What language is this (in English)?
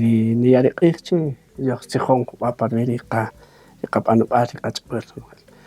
Kaqchikel